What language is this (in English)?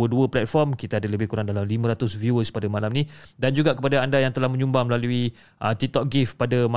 Malay